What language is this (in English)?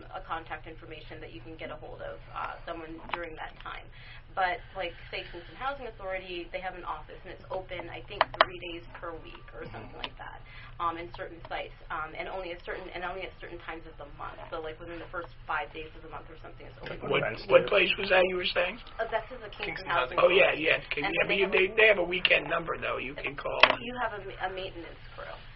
English